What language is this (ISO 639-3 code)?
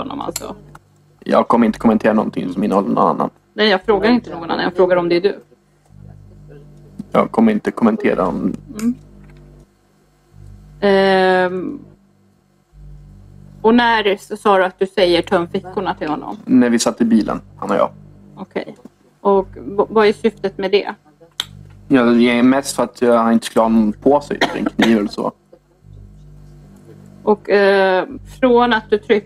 swe